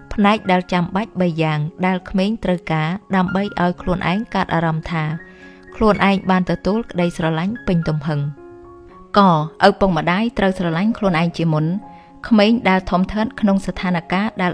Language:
Khmer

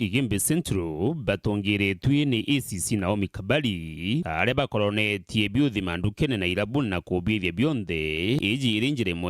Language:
Meru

